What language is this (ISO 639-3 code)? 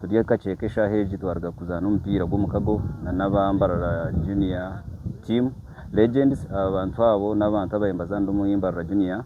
nyn